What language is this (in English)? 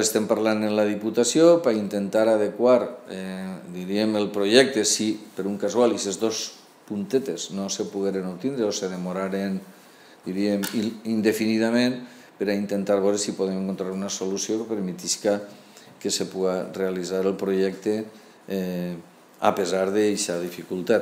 Catalan